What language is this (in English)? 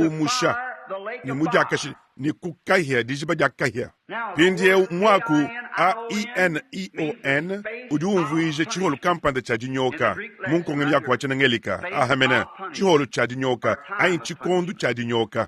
Luba-Lulua